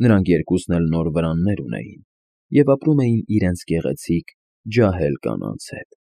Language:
Armenian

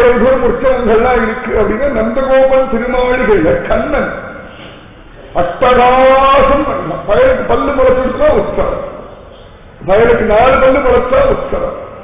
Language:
Tamil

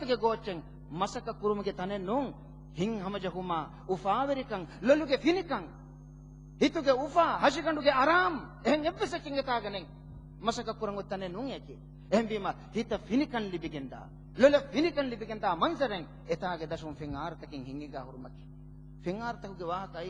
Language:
Divehi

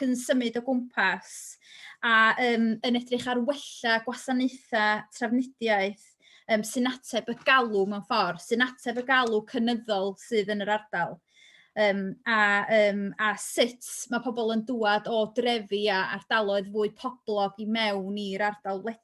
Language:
Welsh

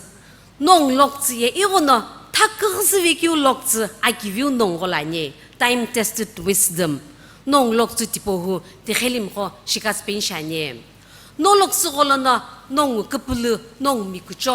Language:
Sumi Naga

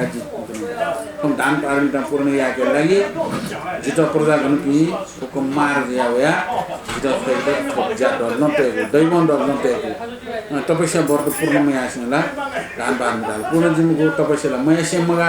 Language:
Newari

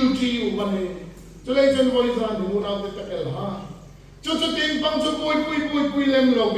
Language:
Hmar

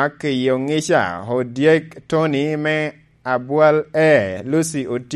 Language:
Lango (Uganda)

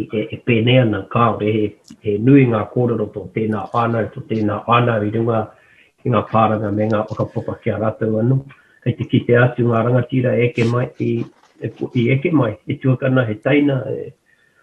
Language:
Māori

